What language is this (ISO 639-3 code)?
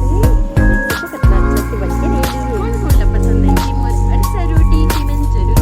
hne